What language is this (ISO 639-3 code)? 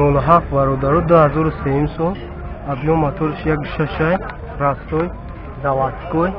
tgk